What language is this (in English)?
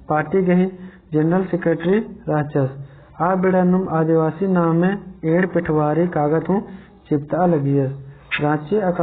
Kurukh